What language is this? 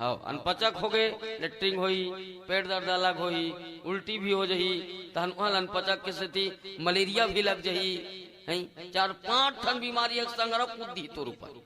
Chhattisgarhi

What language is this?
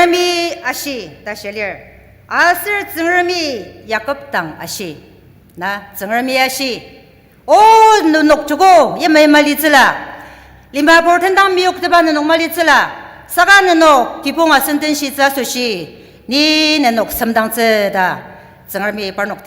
Ao Naga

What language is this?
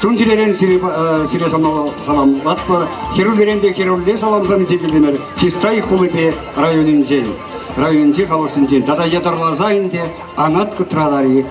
Chuvash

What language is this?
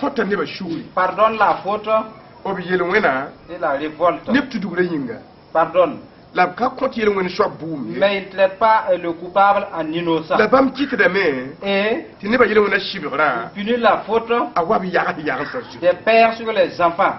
Mossi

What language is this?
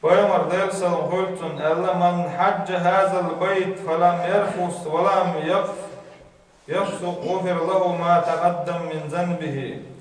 Chechen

